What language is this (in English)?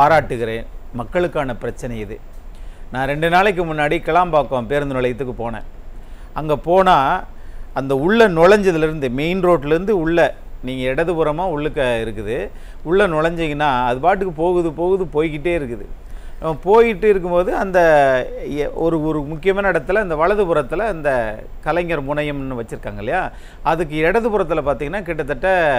Tamil